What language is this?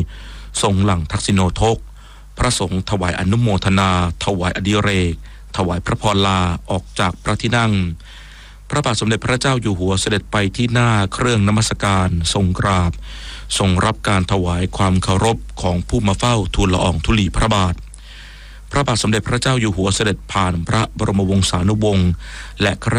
Thai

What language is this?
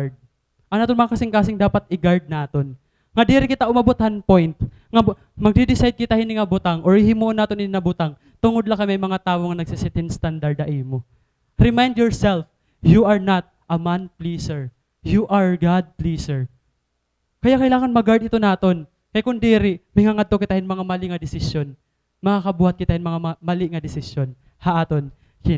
Waray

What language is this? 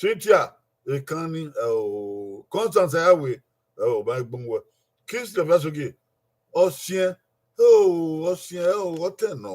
Bini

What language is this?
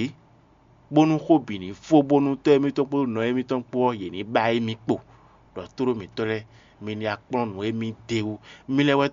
Fon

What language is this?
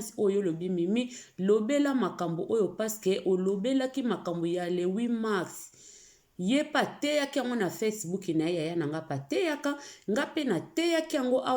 Lingala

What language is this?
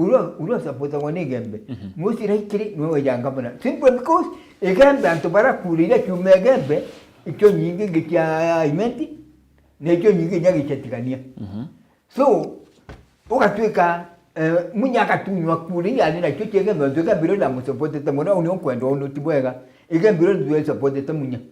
Meru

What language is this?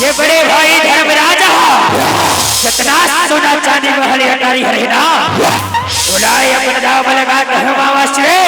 Chhattisgarhi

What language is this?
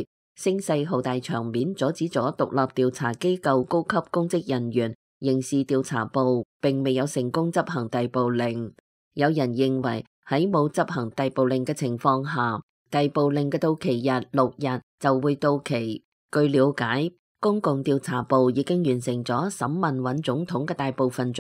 Cantonese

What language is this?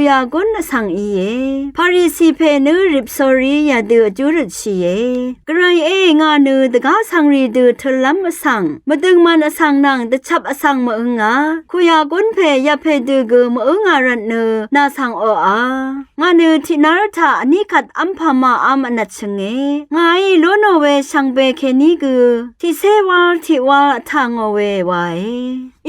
Rawang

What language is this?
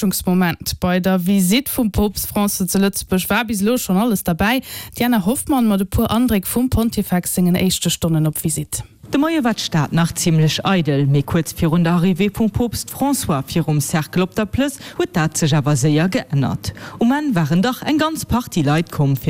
Luxembourgish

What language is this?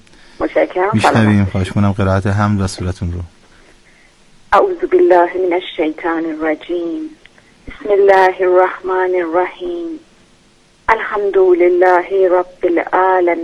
Persian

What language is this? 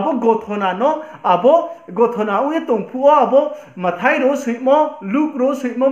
Riang (India)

